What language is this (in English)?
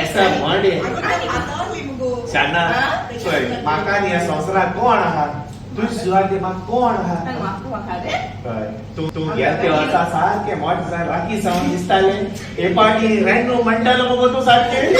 Konkani